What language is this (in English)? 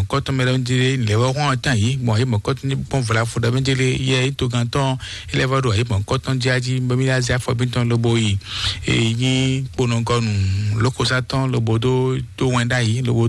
Fon